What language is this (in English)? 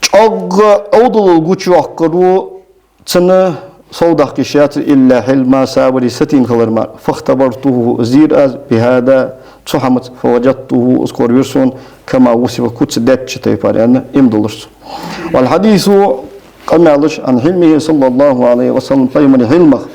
Ingush